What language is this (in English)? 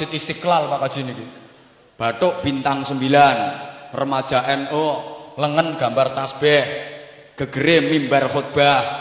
Javanese